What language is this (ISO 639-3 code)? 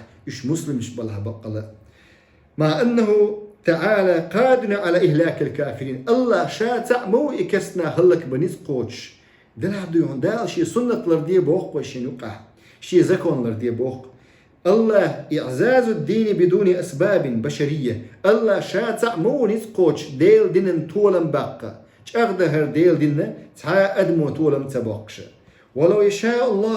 che